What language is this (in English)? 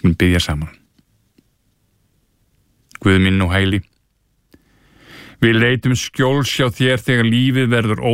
Icelandic